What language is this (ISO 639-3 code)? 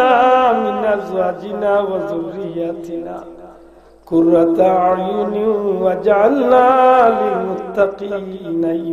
syl